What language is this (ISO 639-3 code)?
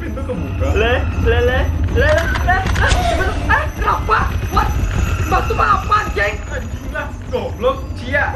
bjn